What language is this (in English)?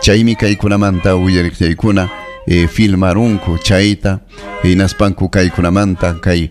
Ayacucho Quechua